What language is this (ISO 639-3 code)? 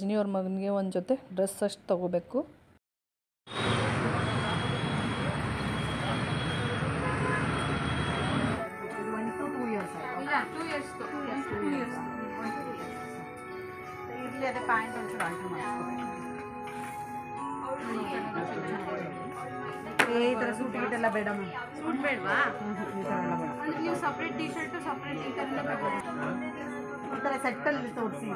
kan